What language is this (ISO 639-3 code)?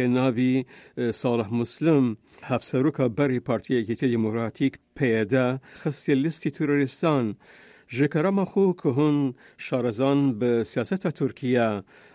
kur